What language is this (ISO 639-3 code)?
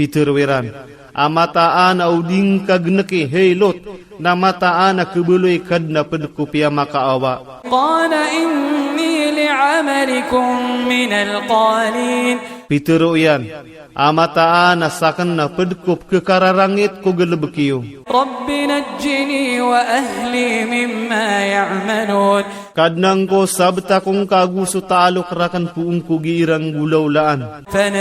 ilp